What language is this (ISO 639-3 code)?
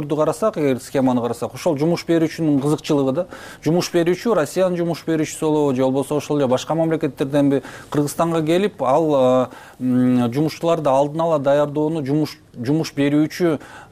kir